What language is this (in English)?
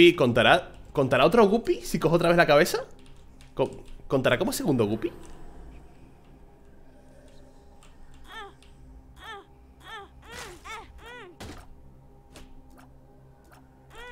Spanish